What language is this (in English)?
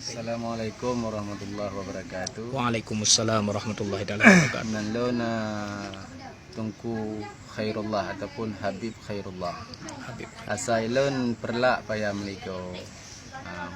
Achinese